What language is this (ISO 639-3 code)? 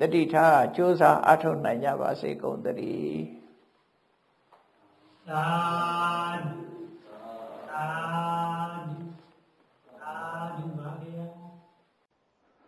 mya